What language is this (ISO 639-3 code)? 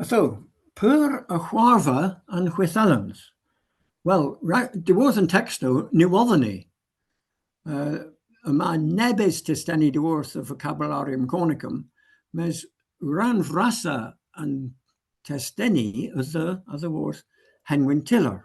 cor